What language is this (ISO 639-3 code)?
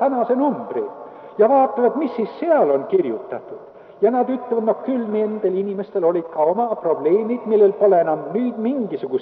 est